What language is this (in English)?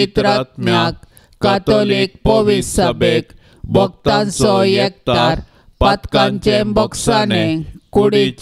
Konkani